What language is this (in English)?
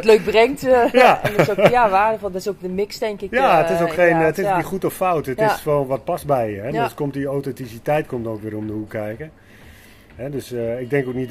Dutch